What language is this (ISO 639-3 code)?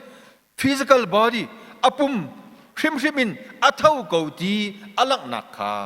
cnh